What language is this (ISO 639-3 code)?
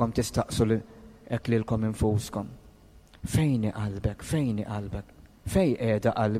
mlt